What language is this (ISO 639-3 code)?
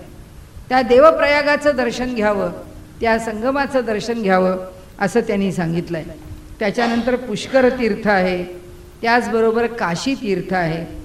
mar